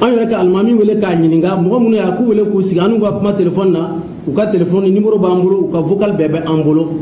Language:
Bambara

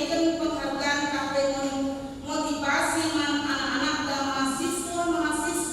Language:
Batak Karo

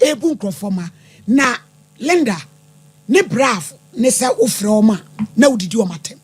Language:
Akan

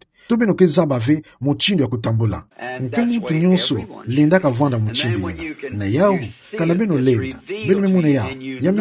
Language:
Kituba (Democratic Republic of Congo)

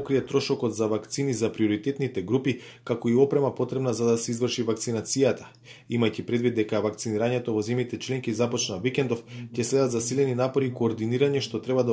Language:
Macedonian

